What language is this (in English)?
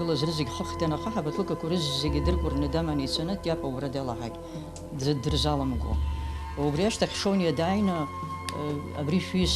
Abkhazian